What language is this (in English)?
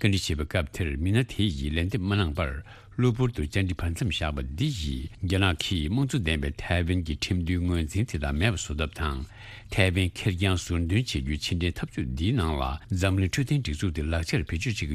Tibetan